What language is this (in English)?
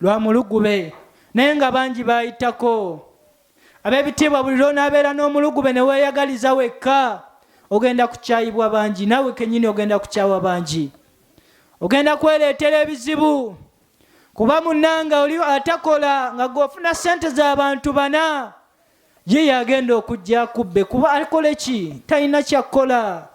Ganda